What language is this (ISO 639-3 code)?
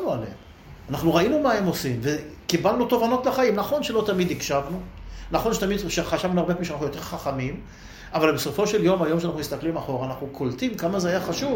heb